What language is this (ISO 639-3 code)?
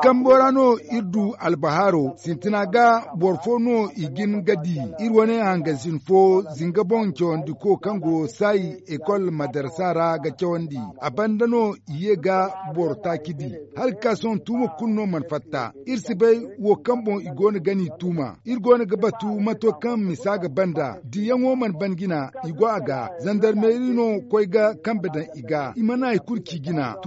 dje